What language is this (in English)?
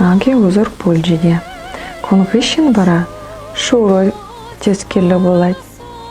Chuvash